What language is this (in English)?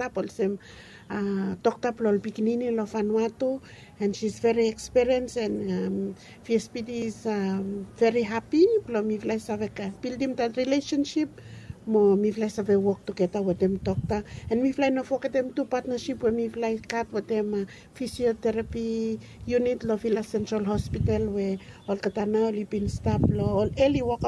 Bislama